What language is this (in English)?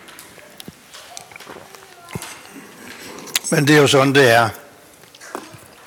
Danish